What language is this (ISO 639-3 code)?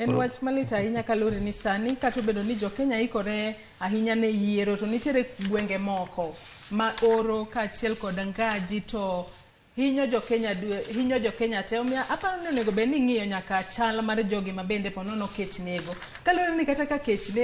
luo